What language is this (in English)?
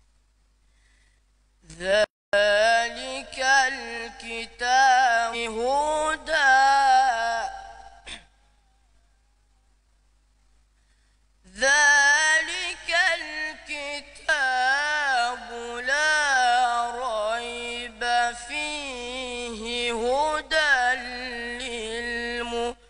Arabic